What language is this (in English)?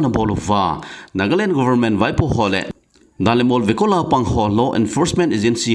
Thado Chin